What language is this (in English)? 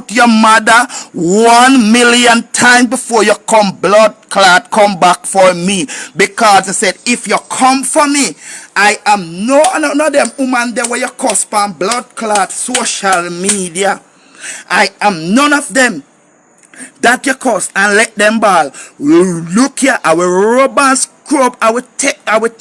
Jamaican Creole English